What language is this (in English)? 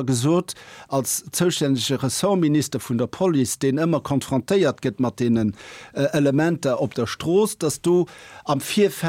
Luxembourgish